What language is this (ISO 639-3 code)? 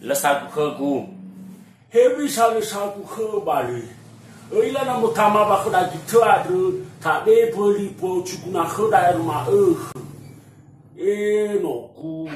nia